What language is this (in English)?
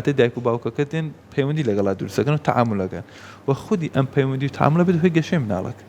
Central Kurdish